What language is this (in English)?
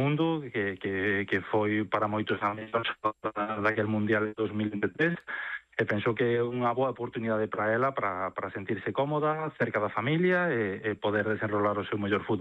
Galician